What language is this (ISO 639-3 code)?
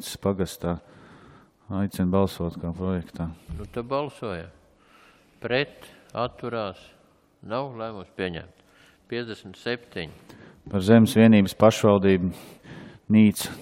lav